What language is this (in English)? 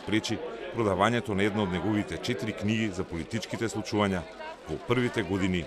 Macedonian